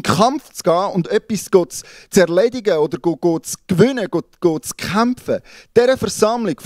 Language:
Swiss German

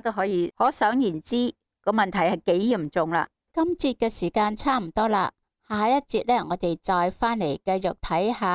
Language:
Cantonese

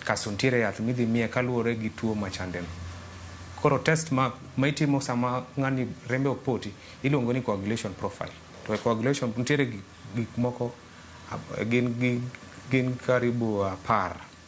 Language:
Luo (Kenya and Tanzania)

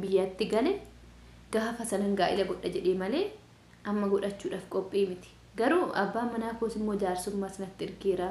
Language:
Oromo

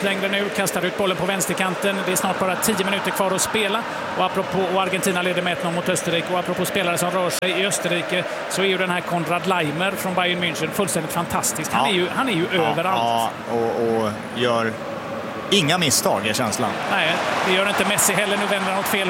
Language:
Swedish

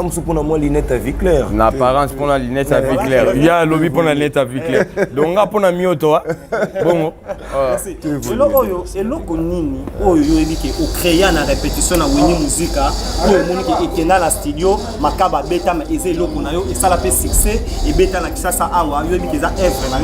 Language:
Lingala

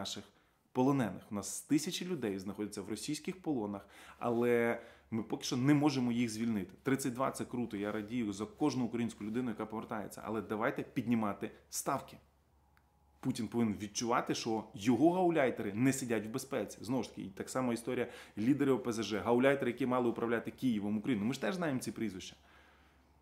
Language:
Ukrainian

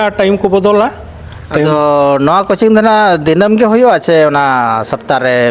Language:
Santali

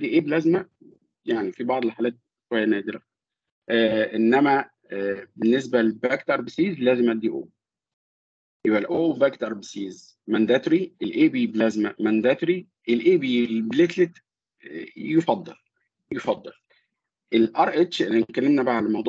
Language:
Egyptian Arabic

